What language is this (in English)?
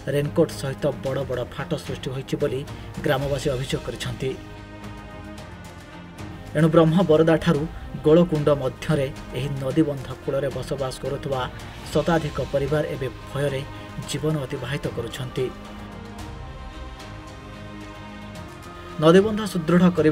Odia